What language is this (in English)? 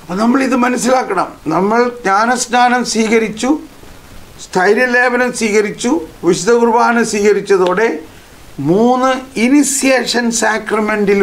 Malayalam